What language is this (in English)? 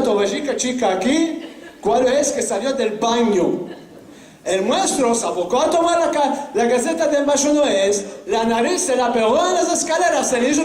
Ladino